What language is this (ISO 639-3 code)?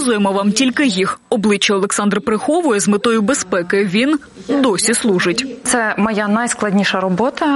ukr